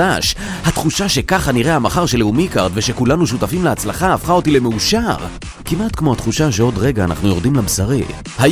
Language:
Hebrew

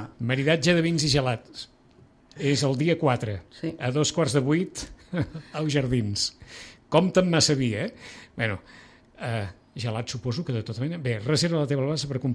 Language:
Catalan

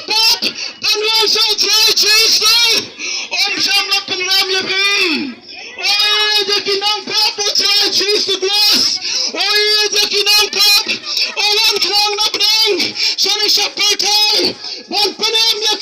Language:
Khasi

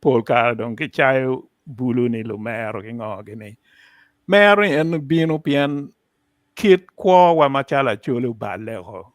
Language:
Acoli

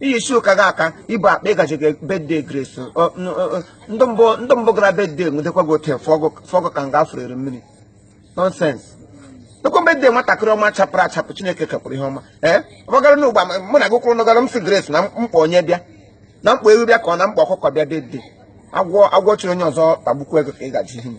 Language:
Igbo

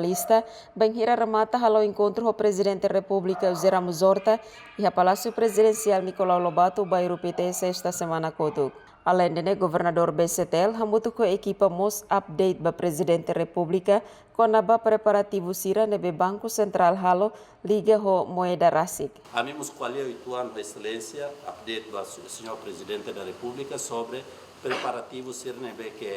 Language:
Tetum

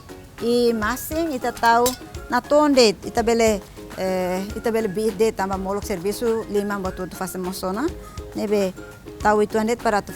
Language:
Tetum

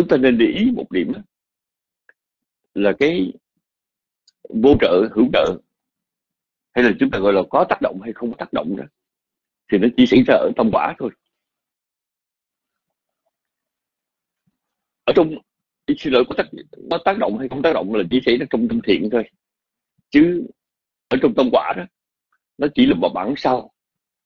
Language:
Vietnamese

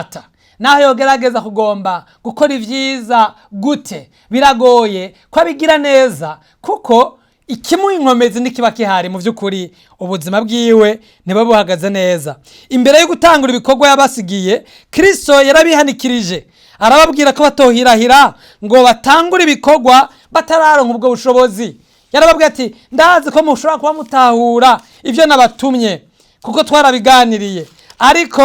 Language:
Rundi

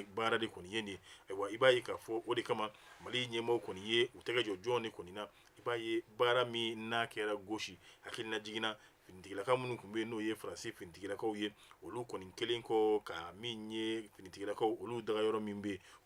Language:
Bambara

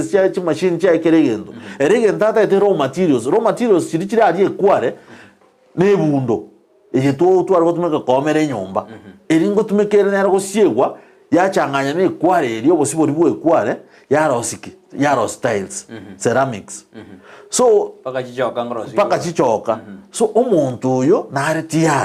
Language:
Gusii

